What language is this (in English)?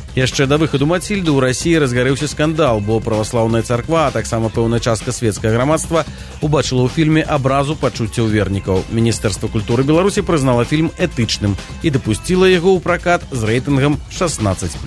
Belarusian